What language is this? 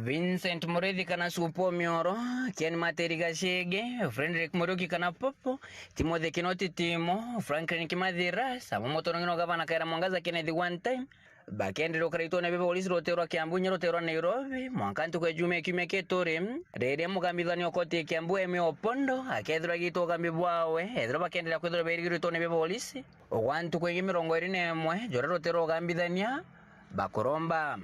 Meru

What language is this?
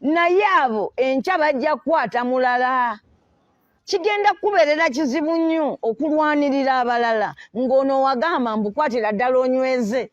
Ganda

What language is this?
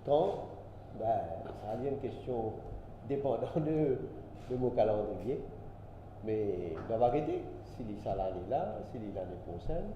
Morisyen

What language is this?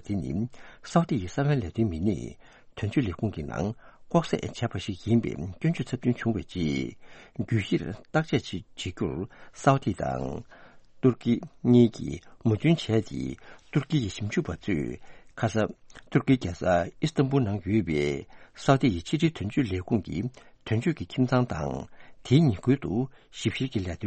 Tibetan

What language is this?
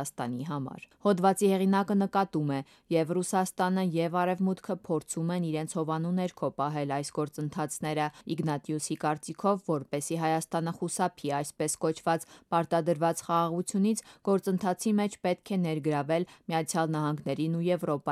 Armenian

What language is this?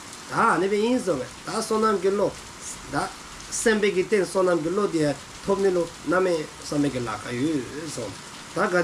Dzongkha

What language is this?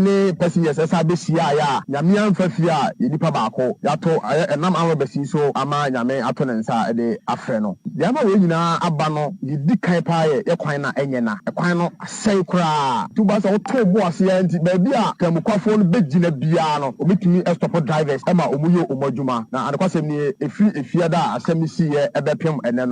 Akan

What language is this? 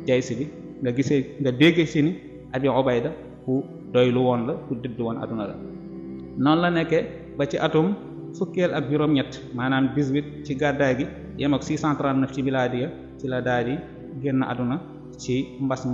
Wolof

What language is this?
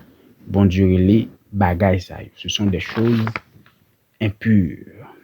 Haitian Creole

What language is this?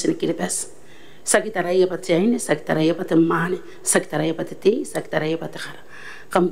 Gilbertese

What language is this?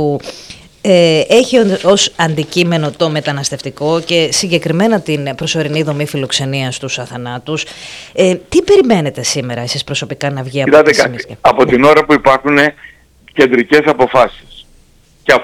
Greek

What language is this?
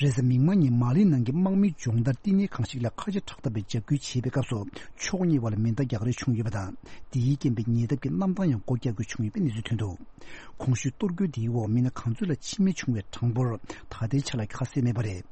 Tibetan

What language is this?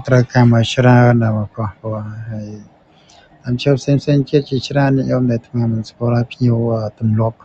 Khmer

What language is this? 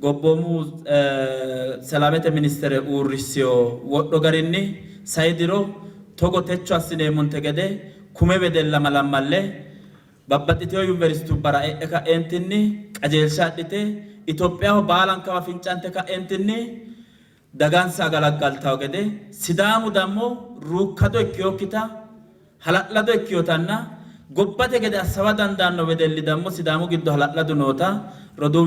Sidamo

